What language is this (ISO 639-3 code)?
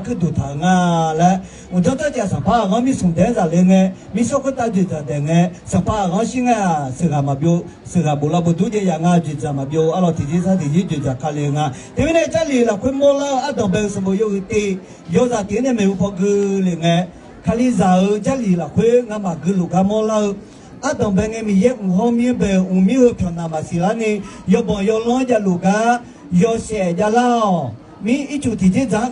ahk